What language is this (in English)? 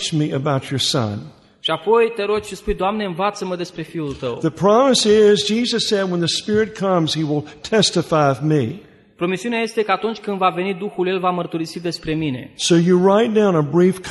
Romanian